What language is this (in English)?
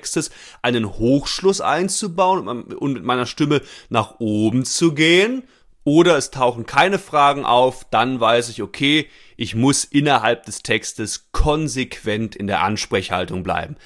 German